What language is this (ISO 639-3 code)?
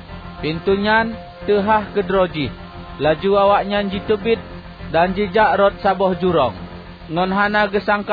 ace